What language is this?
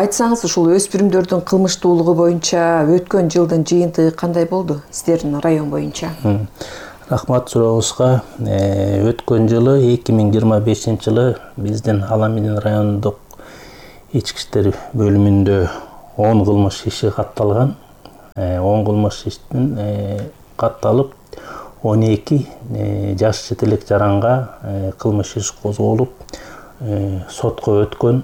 Kyrgyz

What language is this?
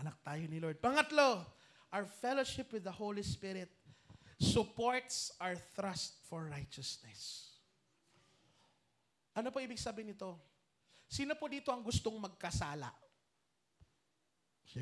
Filipino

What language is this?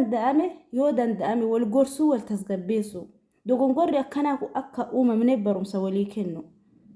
Oromo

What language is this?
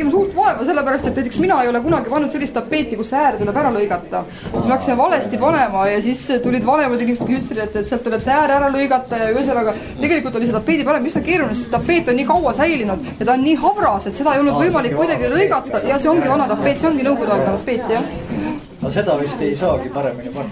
Estonian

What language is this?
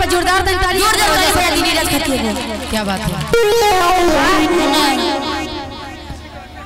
Bhojpuri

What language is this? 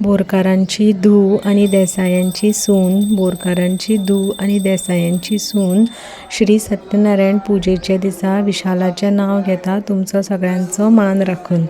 Konkani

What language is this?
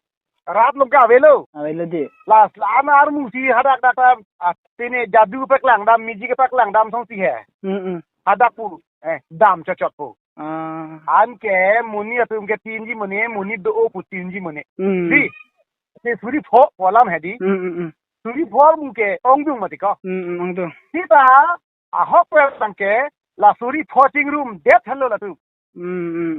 Karbi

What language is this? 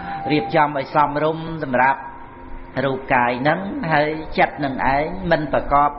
Khmer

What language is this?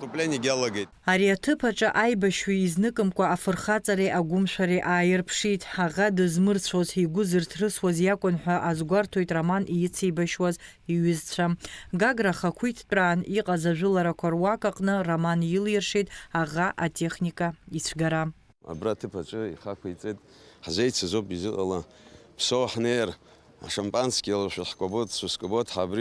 Abkhazian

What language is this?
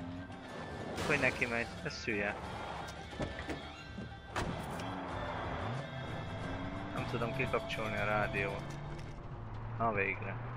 Hungarian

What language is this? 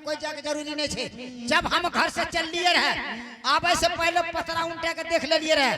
Angika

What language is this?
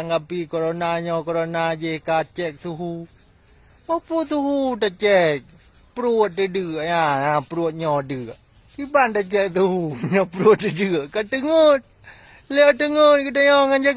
Achinese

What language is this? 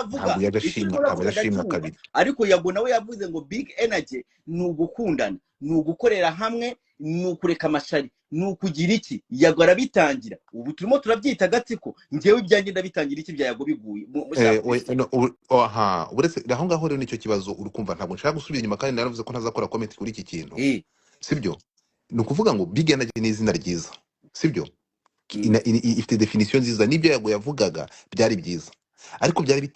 Kinyarwanda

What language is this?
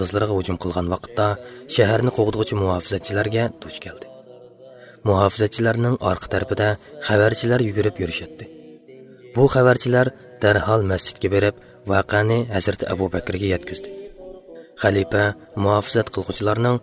Uyghur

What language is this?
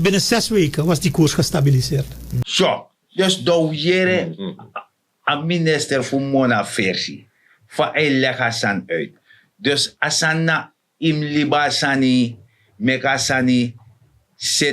Sranan Tongo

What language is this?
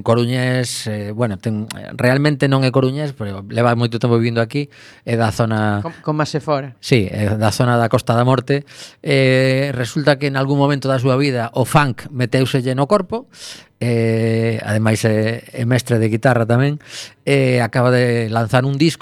Galician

